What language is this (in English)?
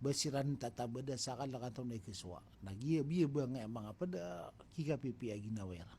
Maranao